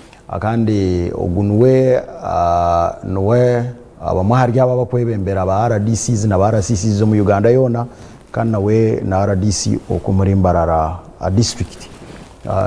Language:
Nyankole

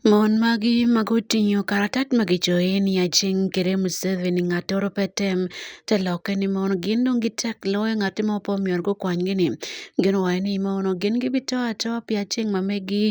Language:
Acoli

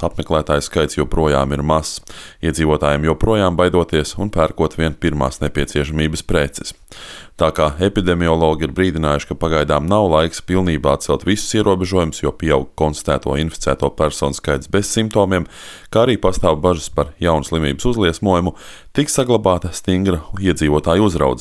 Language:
Latvian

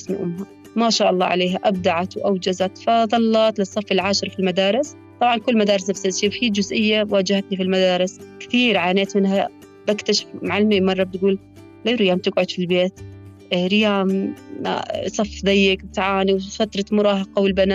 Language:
North Levantine Arabic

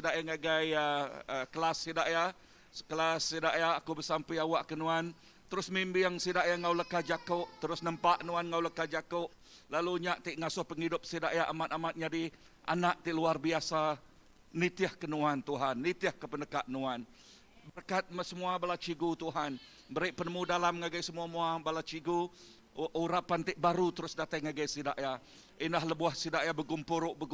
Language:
Iban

